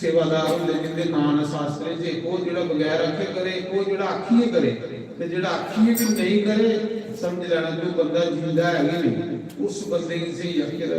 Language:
Dogri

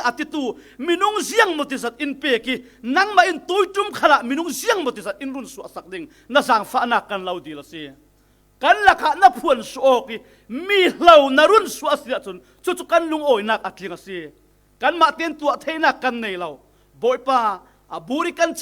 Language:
Falam Chin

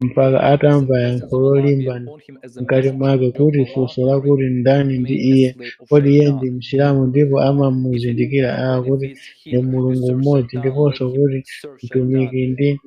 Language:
Nyanja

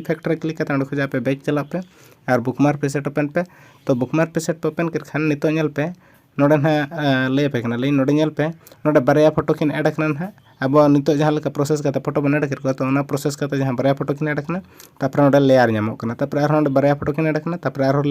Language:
Santali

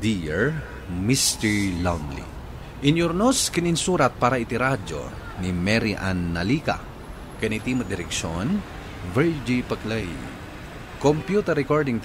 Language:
Iloko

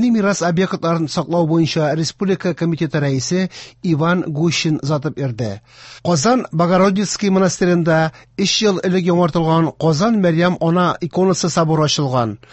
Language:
Tatar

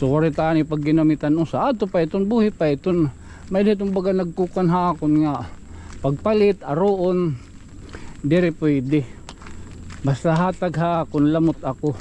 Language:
Waray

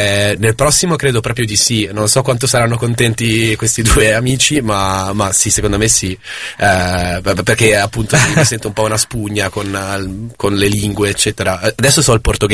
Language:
Italian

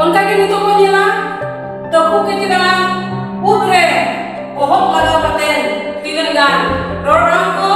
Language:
Santali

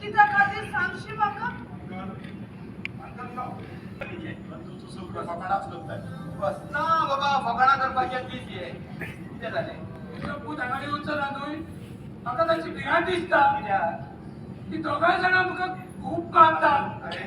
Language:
Konkani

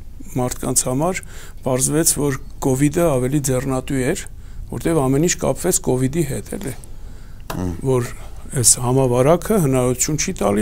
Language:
Armenian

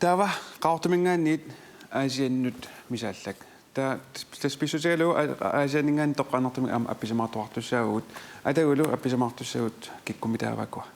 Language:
Kalaallisut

